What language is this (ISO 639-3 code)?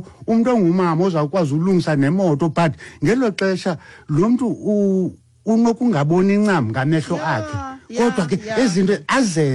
xho